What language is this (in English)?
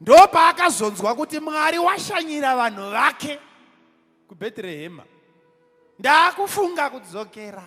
Shona